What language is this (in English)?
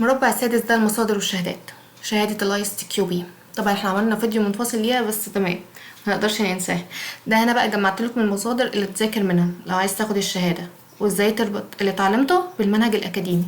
Egyptian Arabic